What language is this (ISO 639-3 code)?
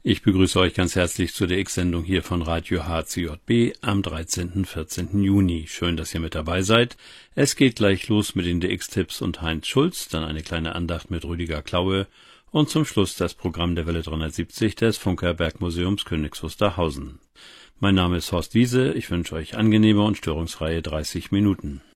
deu